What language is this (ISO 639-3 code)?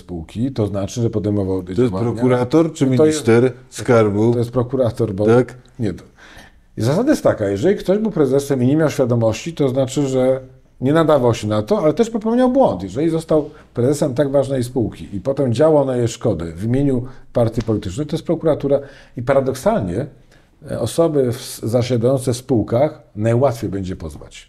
pol